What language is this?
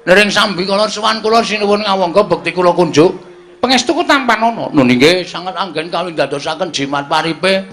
Javanese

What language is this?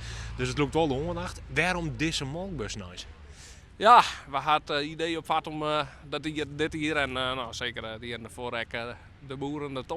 Western Frisian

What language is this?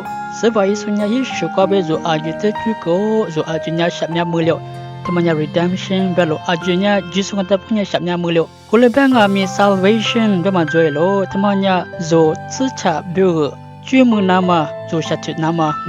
Lisu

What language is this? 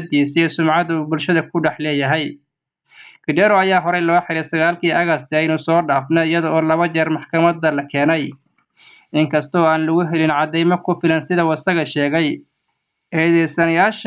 Somali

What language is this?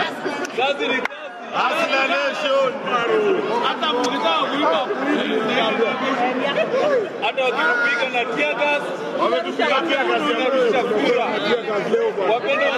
Swahili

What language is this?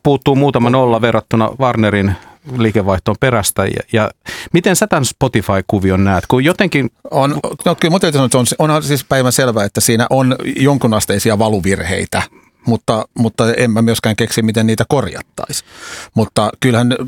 Finnish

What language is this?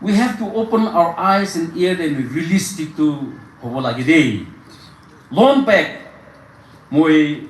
Naga Pidgin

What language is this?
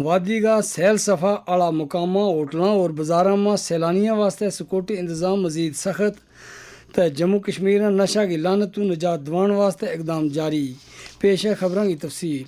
Gujari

